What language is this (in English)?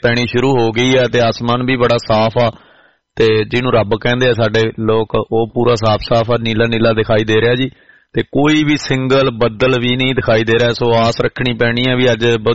Punjabi